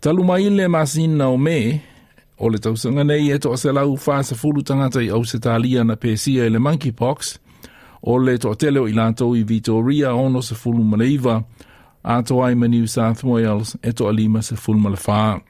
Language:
Samoan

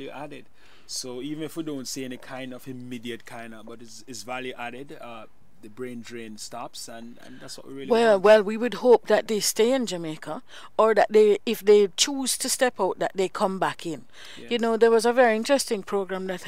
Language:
English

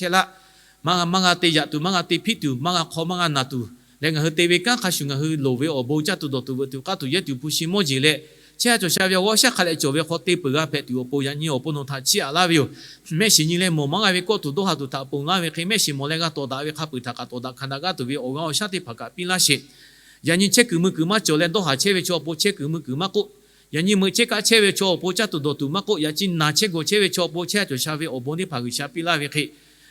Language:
Lahu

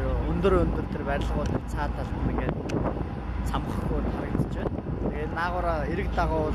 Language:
Mongolian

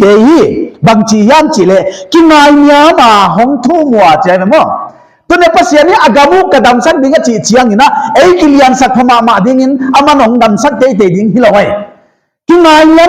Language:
Paite Chin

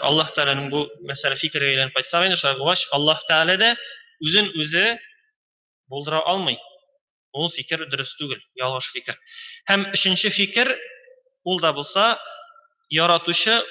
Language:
Tatar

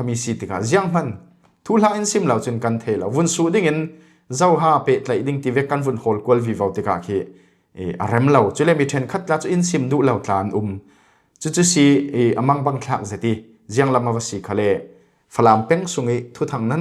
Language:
Falam Chin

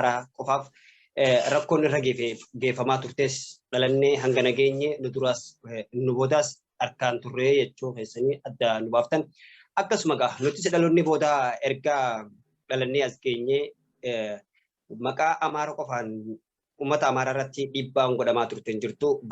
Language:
Oromo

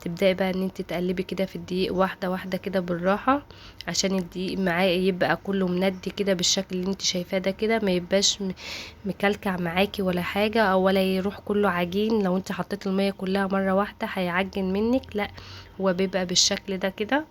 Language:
Egyptian Arabic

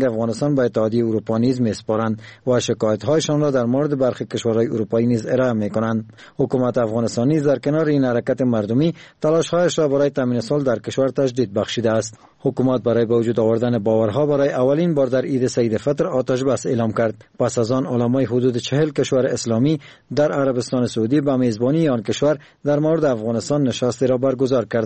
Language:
Persian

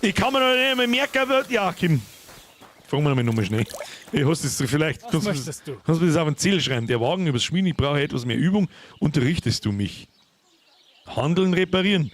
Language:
Bavarian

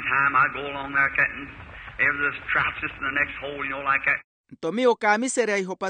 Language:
Makhuwa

